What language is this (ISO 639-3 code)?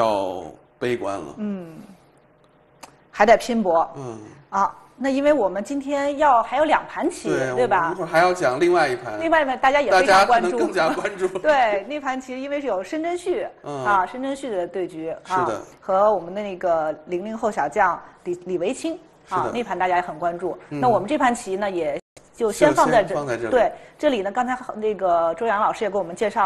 zho